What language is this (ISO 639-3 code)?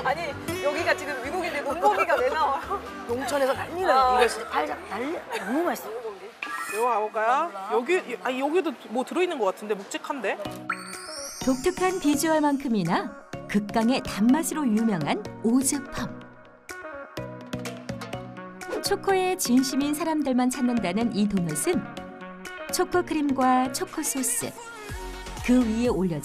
kor